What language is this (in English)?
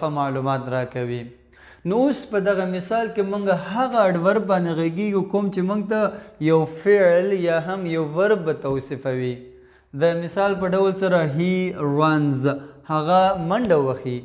Pashto